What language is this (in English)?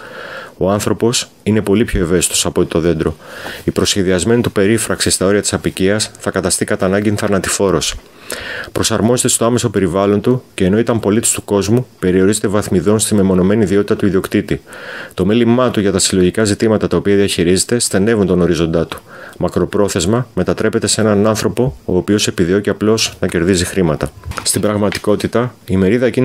Greek